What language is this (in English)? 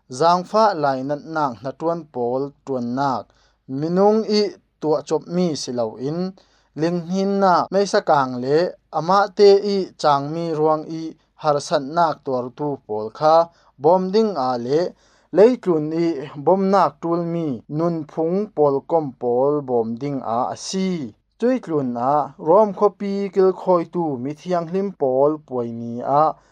Falam Chin